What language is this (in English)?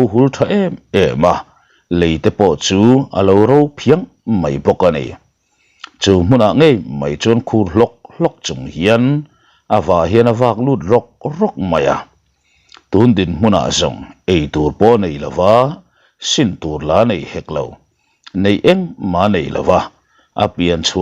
Mizo